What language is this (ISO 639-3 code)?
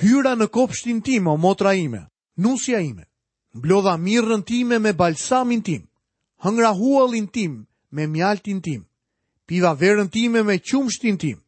sqi